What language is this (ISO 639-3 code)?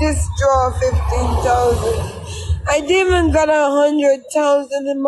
jam